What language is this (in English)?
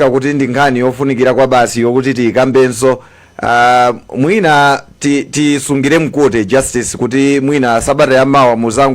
Nyanja